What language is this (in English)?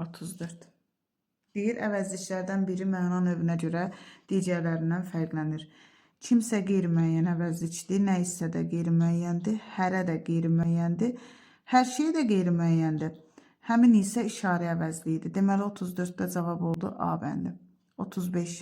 Azerbaijani